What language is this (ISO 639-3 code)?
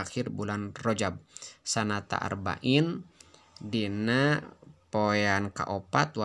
sun